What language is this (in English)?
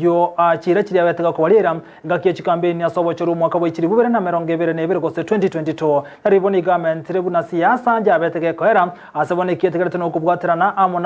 Gusii